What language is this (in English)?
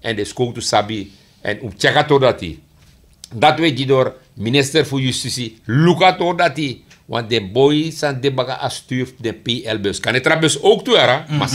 Sranan Tongo